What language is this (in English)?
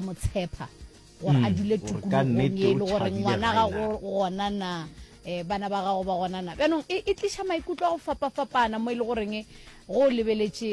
Northern Sotho